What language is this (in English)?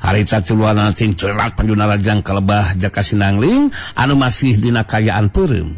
Sundanese